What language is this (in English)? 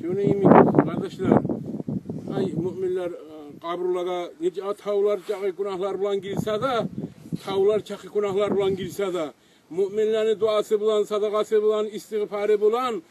Kumyk